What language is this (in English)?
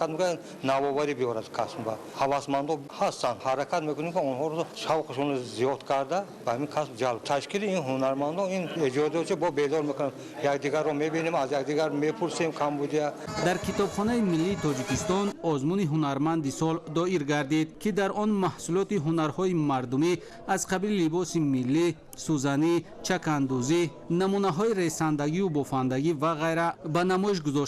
Tajik